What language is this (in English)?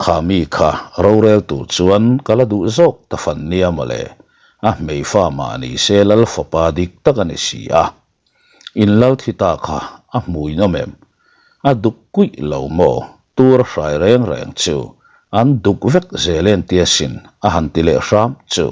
Mizo